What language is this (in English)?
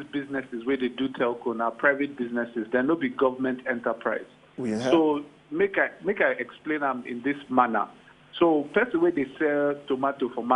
Nigerian Pidgin